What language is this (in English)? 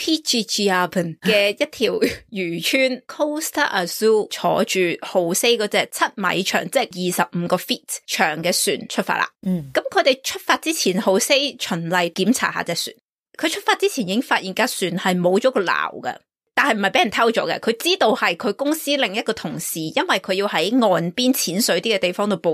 Cantonese